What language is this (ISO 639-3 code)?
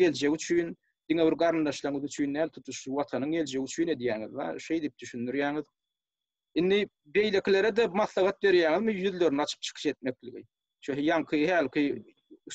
tuk